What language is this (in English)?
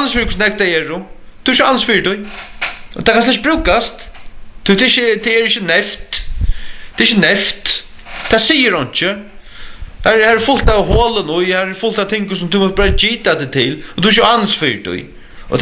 Faroese